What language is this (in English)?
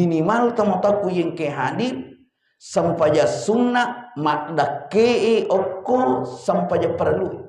Buginese